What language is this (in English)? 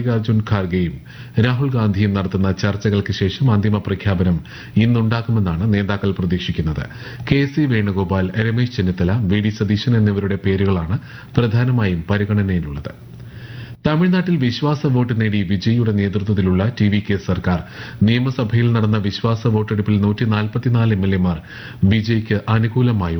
Malayalam